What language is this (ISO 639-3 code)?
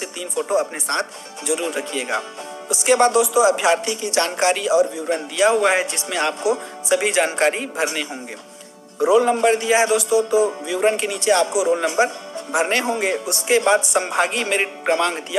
hin